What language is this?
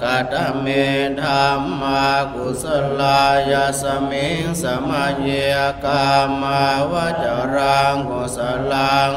Pali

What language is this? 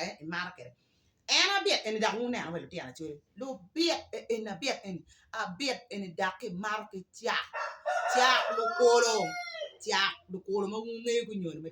Acoli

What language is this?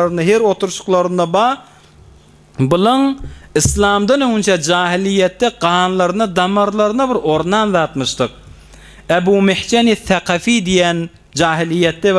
Turkmen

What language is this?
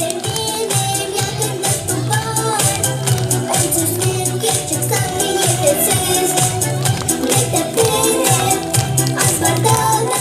Crimean Tatar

